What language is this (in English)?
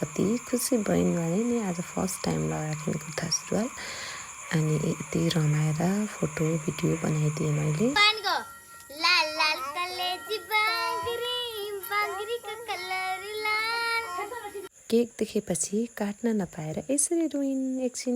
Nepali